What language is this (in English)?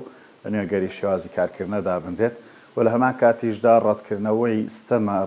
Central Kurdish